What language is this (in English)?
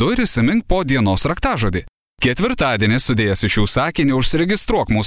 Lithuanian